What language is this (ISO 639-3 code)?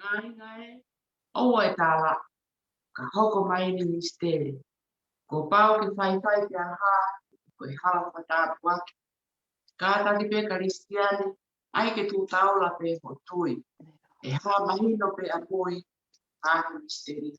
ton